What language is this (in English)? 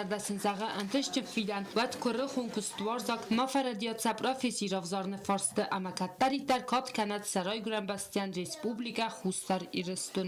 Ossetic